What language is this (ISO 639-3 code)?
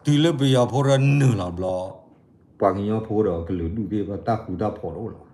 ksw